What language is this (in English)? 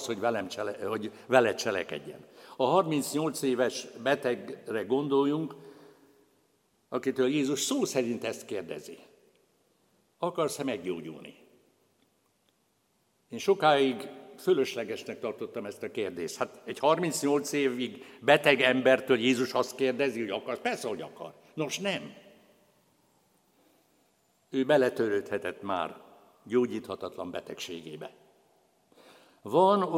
Hungarian